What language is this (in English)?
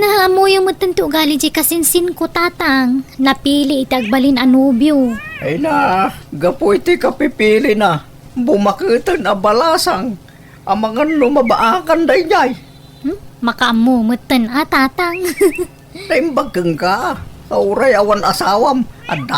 Iloko